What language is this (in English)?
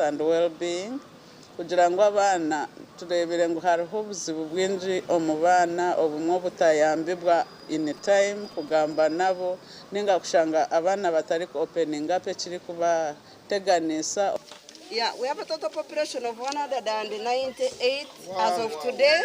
Nyankole